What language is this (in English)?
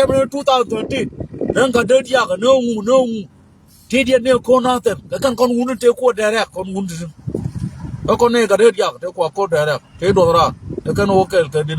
Nuer